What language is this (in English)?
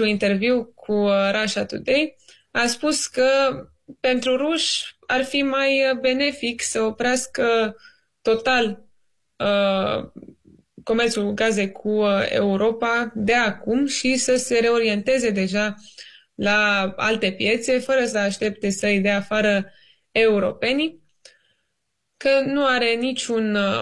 Romanian